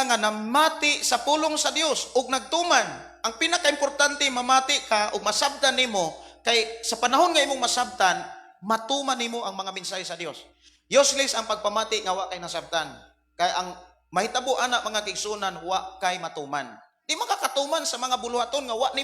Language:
Cebuano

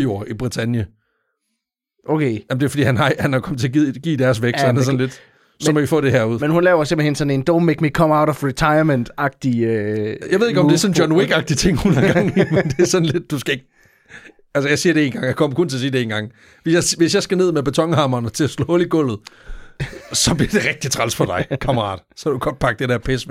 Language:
Danish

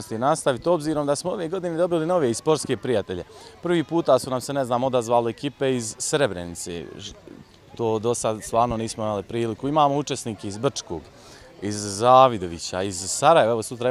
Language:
Bosnian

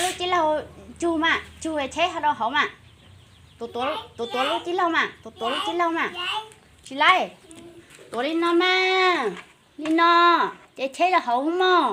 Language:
Hmong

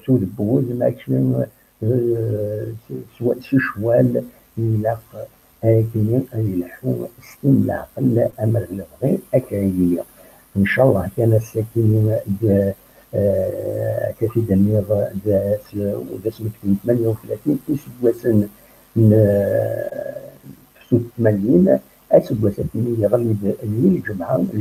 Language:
Kabyle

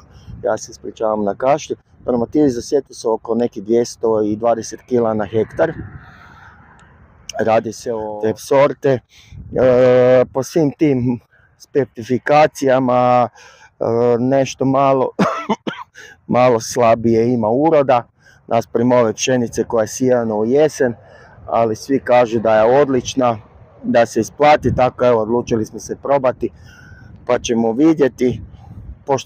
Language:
Croatian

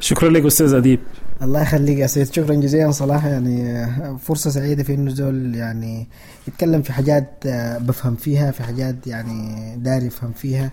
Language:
Sudanese Arabic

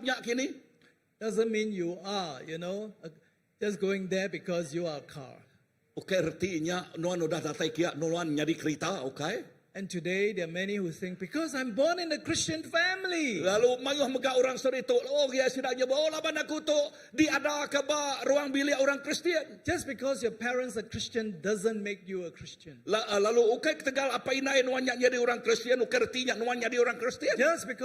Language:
Iban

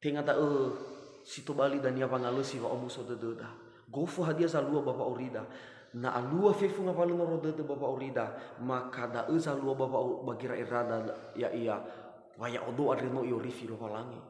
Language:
Nias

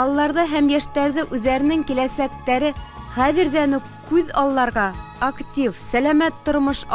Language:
Bashkir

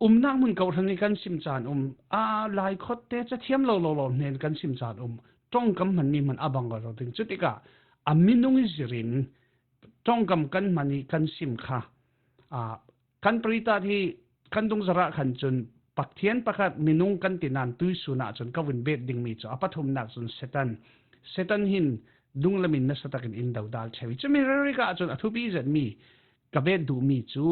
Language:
Falam Chin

